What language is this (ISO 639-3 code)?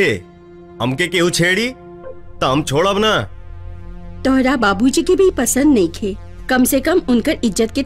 bho